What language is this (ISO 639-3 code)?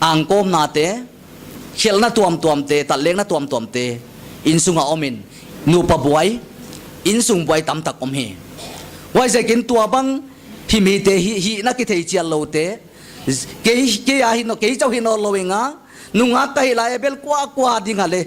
pck